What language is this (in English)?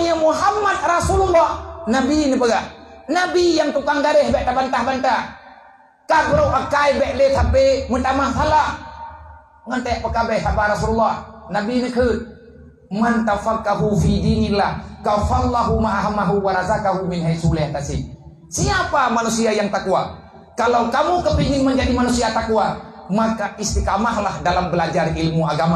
Achinese